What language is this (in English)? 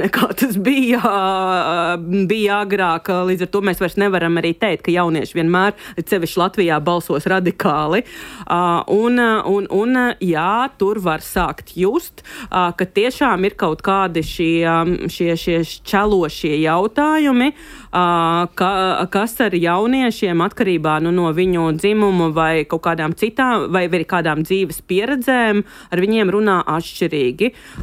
Latvian